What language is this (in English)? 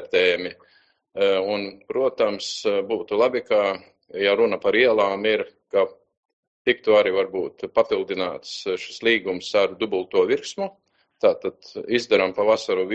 Latvian